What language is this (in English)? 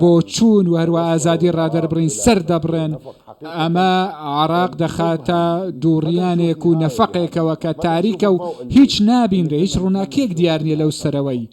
Central Kurdish